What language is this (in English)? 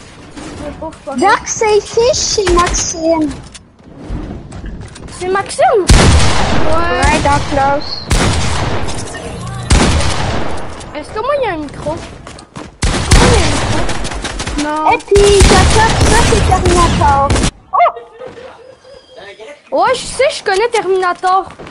French